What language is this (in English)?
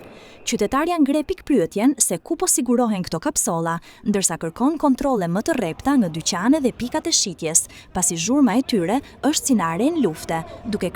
Albanian